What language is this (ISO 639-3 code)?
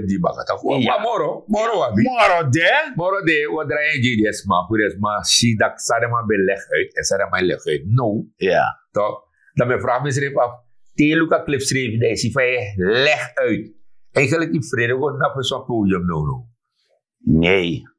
srn